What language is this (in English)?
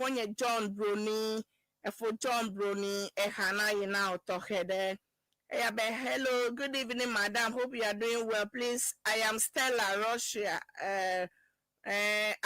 Ewe